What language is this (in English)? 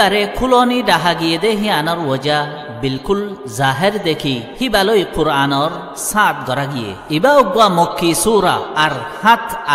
Rohingya